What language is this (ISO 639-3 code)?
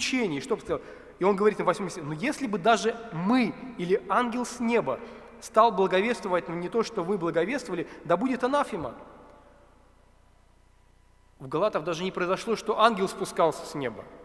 rus